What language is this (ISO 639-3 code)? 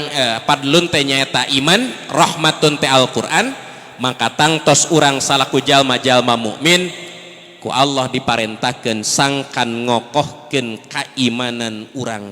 sun